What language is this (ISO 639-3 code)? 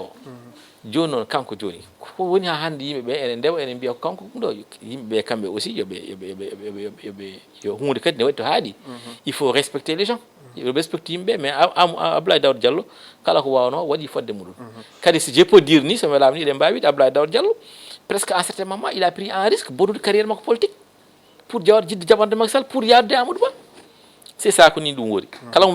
ful